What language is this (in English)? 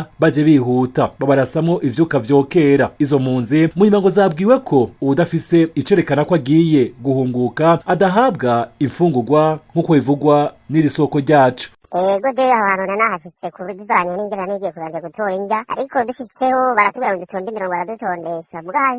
Rundi